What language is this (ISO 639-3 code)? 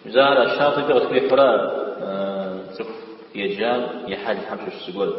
kbd